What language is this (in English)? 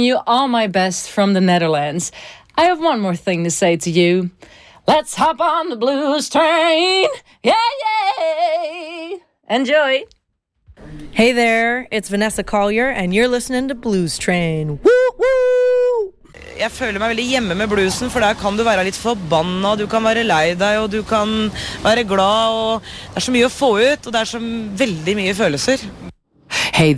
Norwegian